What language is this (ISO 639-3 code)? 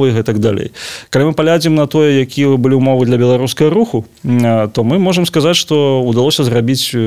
bel